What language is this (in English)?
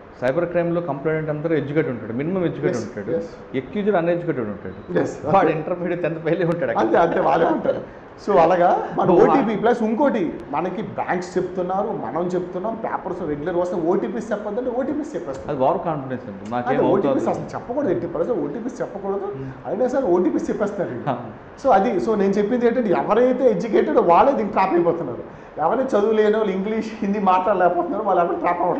Telugu